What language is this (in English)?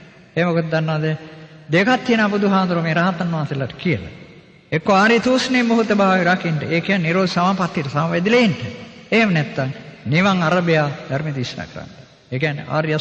Sinhala